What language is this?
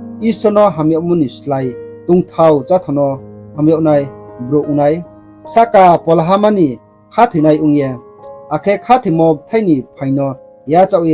Riang (India)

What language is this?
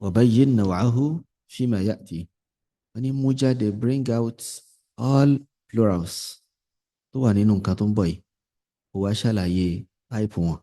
Yoruba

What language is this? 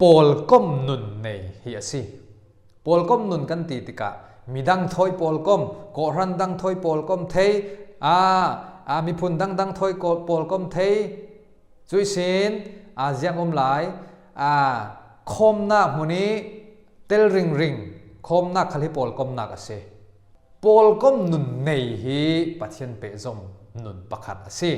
Falam Chin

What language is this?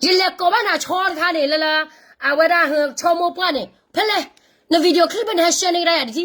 S'gaw Karen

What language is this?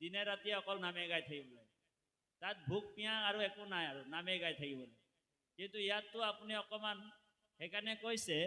Assamese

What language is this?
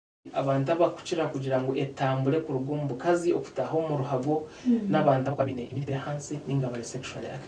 Nyankole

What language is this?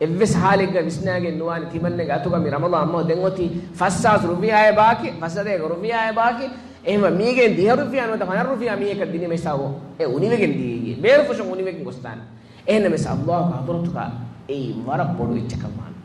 Divehi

